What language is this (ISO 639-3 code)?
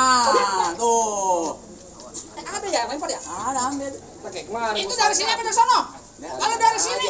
bew